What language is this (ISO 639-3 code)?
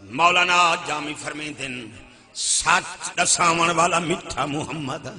skr